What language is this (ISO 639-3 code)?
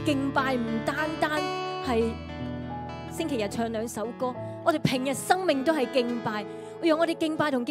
yue